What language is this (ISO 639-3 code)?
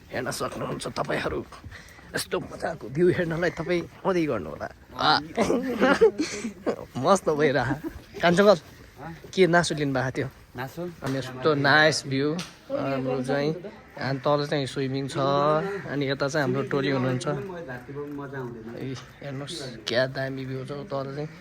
nep